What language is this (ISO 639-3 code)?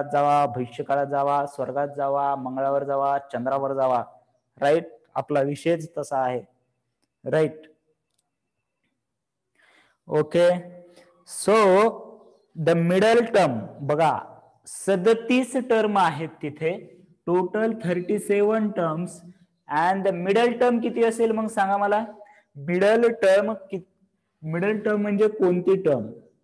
mar